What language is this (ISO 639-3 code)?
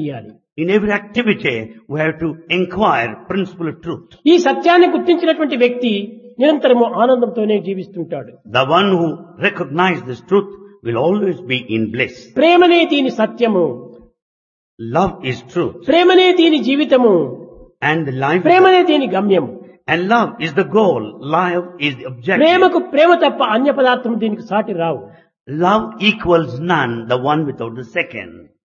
tel